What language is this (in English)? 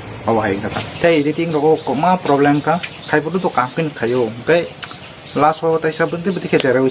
Kok Borok